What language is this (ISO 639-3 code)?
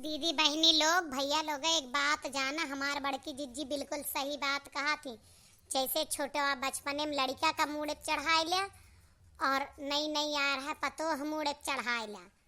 awa